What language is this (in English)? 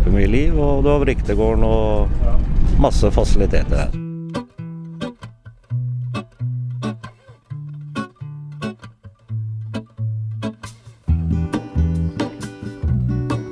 Norwegian